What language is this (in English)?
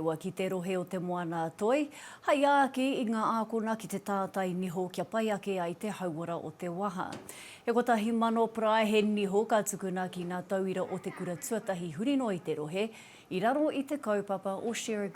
Māori